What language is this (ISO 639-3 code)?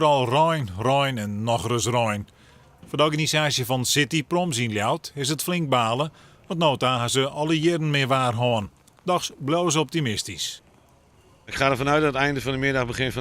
fry